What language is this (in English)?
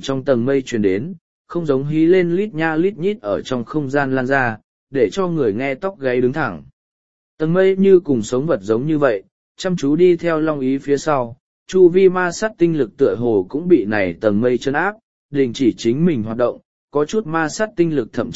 Vietnamese